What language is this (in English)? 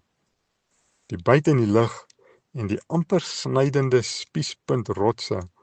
Afrikaans